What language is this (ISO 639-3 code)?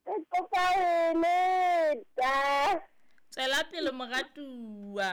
sot